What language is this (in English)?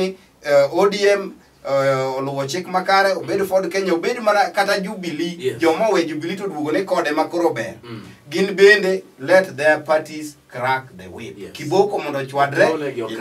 Luo (Kenya and Tanzania)